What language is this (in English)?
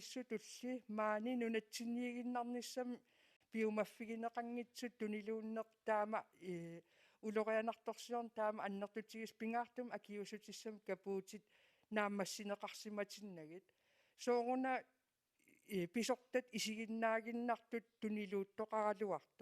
Kalaallisut